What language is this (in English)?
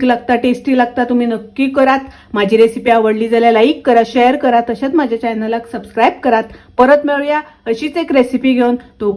Konkani